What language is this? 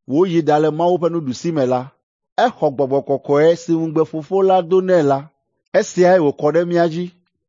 Ewe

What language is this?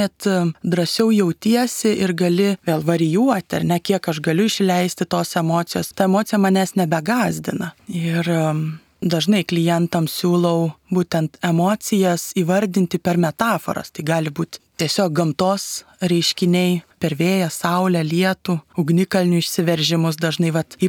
Lithuanian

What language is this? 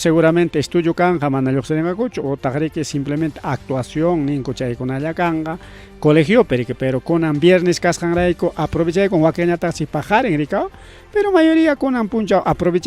Ayacucho Quechua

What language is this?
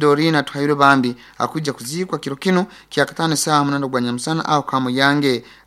Nyoro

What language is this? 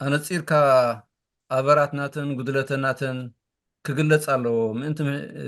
Tigrinya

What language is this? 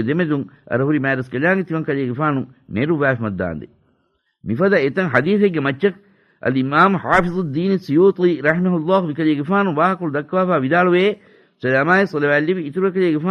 Divehi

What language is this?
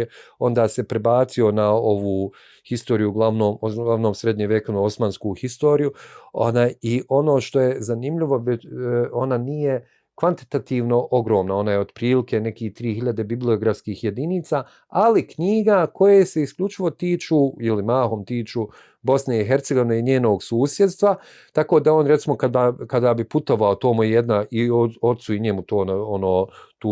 Bosnian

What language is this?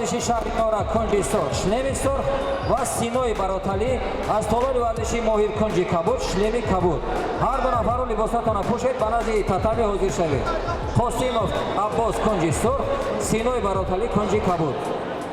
Tajik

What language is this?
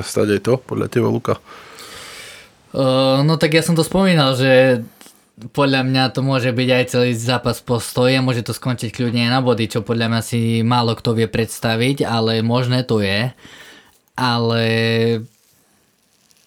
Slovak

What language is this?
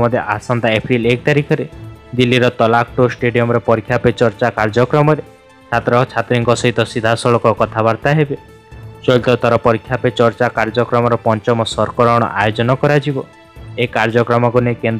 Odia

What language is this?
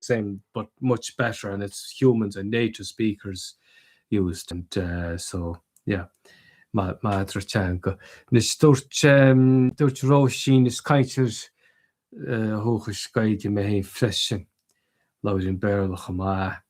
Irish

